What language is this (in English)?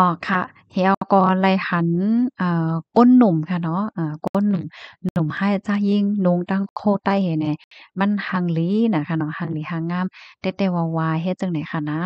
Shan